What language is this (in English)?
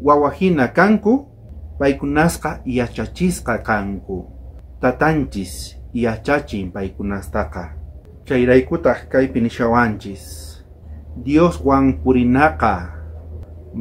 South Bolivian Quechua